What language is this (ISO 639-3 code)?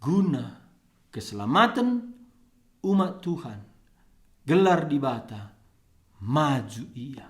btx